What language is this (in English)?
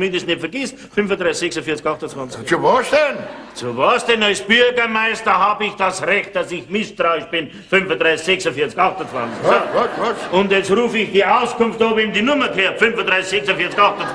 Bavarian